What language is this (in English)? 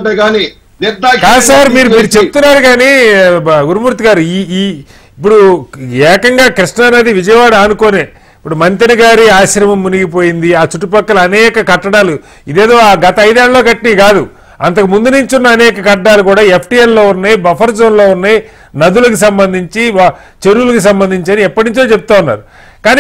Telugu